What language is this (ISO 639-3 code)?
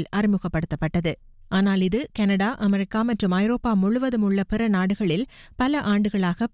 tam